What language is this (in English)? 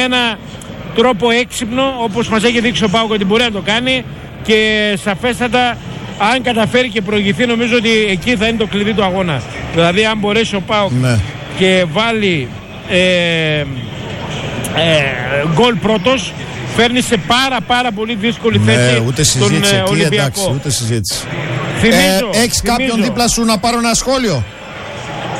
Greek